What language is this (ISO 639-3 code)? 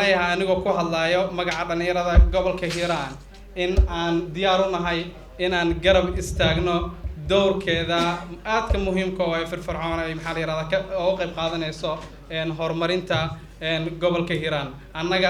som